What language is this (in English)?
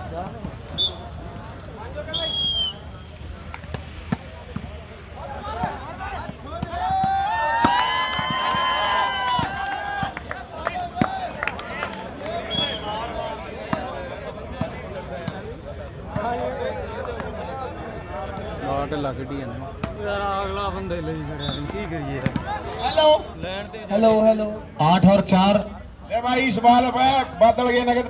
Hindi